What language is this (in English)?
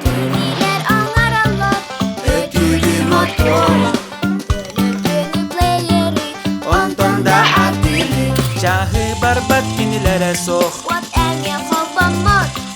Yakut